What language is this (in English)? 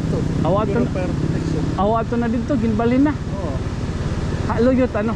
Waray